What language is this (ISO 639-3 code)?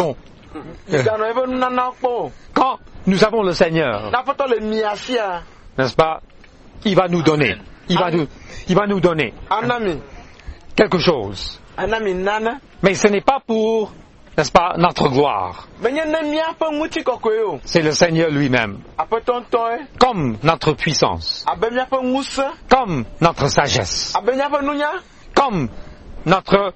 fra